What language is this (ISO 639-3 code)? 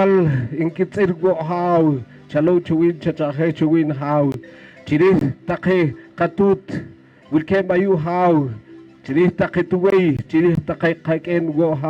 poh